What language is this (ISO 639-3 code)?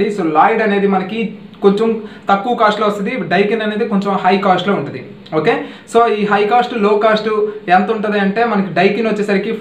tel